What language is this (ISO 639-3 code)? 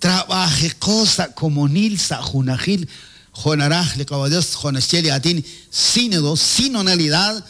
kek